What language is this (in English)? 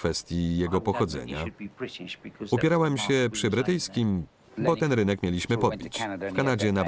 Polish